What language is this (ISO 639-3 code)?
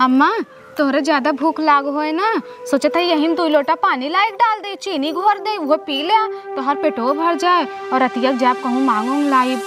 awa